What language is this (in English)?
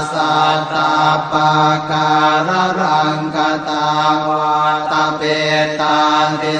Pali